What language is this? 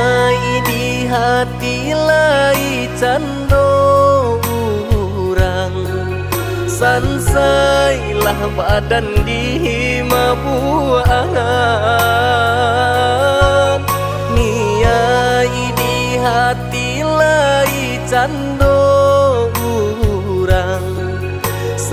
Minangkabau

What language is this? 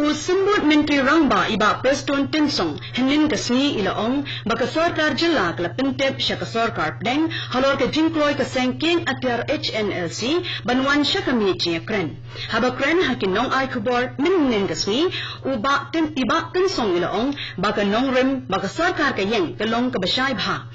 Khasi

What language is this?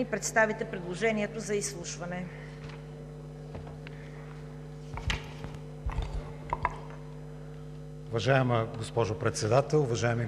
Bulgarian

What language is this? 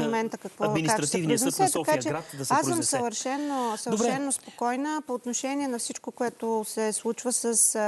Bulgarian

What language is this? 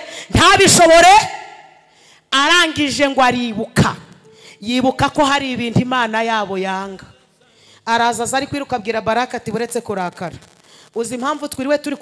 Kinyarwanda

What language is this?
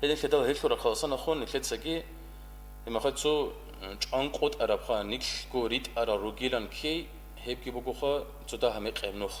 Avaric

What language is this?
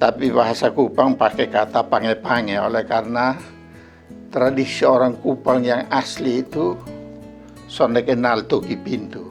Kupang Malay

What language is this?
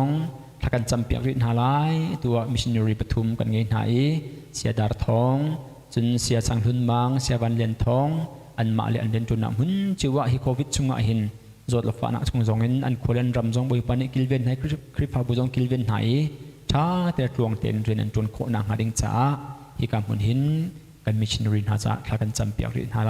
Hakha Chin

